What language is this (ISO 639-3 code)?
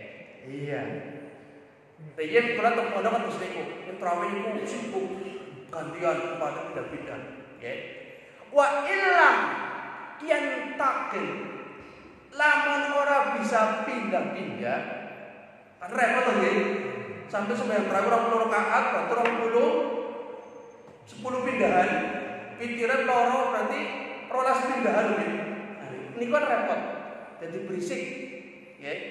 jav